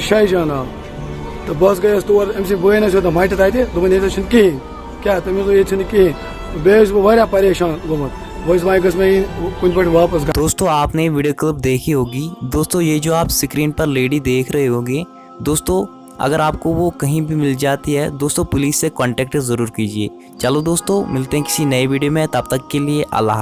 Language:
Kashmiri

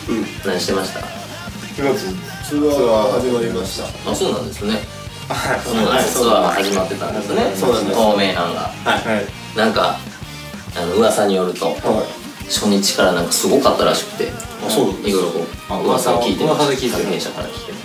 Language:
Japanese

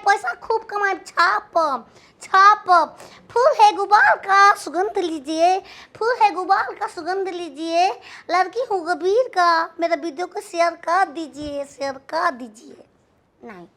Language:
Bhojpuri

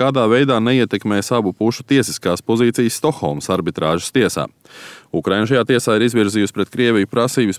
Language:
Latvian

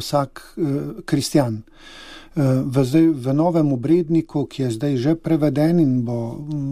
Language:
Slovenian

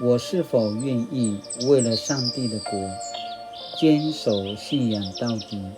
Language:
Paiwan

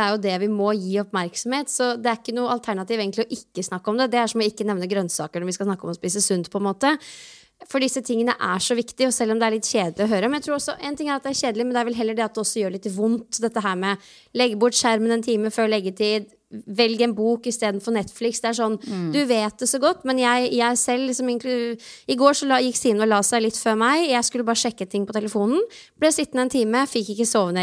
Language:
Norwegian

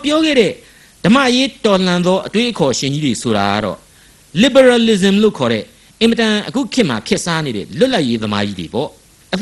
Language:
Burmese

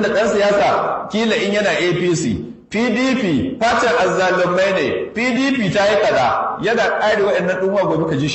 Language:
Hausa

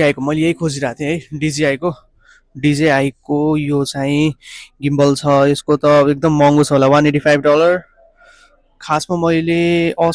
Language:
Nepali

